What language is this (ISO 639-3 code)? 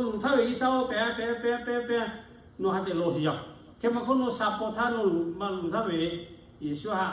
lhu